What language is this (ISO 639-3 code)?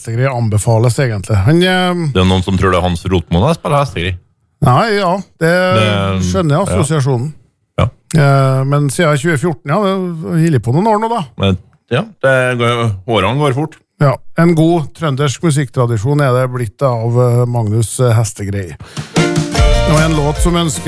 nor